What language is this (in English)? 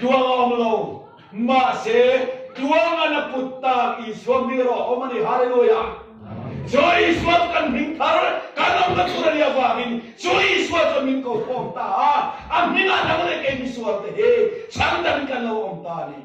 Mizo